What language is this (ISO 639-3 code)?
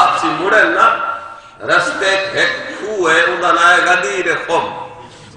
skr